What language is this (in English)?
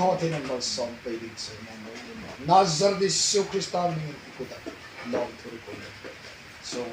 Hmar